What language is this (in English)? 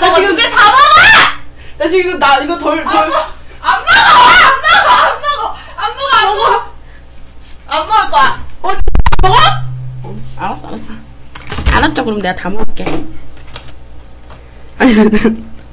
Korean